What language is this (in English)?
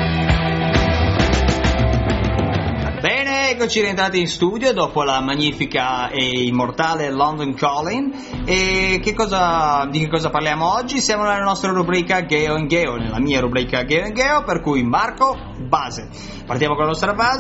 Italian